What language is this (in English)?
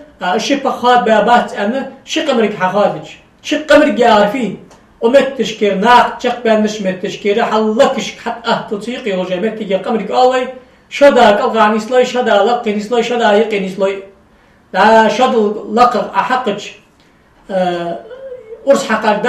Ingush